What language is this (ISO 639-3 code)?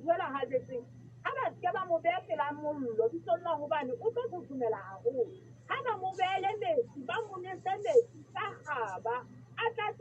sot